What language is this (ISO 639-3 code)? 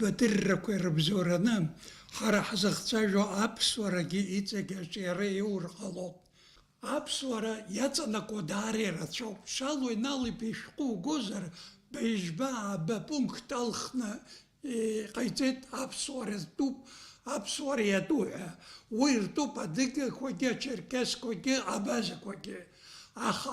abk